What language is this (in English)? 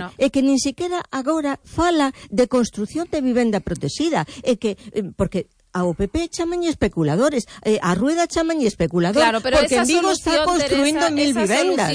Galician